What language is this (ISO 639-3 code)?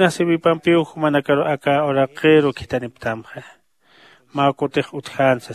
aym